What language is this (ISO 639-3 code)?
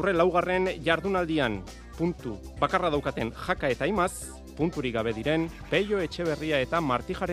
eus